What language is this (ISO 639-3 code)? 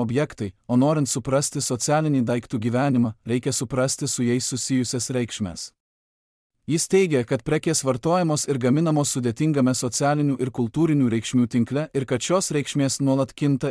lit